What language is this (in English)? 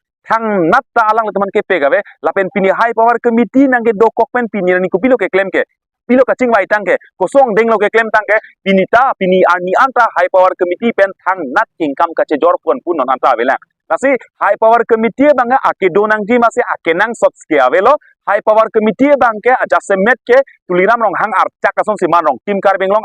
Karbi